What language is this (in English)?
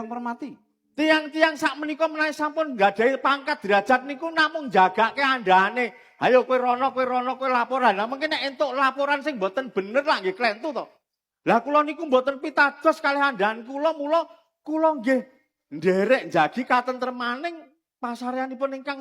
Javanese